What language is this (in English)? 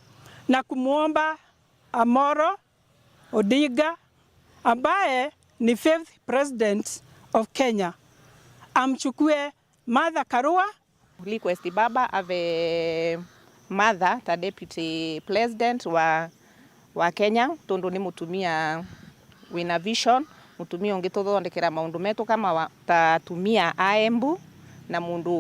Meru